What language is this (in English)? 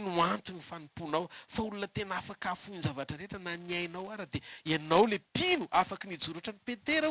Malagasy